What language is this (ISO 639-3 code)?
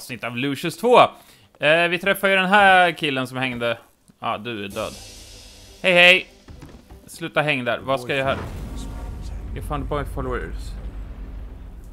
swe